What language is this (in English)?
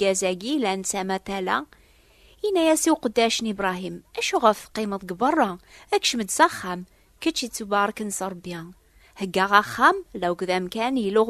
Kabyle